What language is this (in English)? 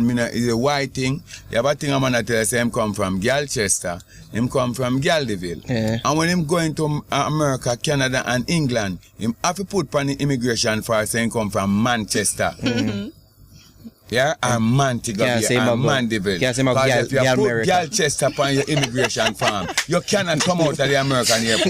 Jamaican Creole English